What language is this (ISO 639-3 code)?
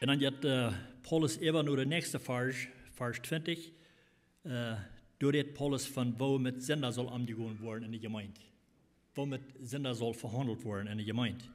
pdt